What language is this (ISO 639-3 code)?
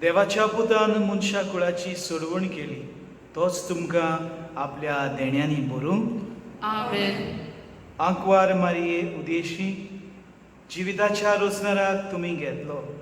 kok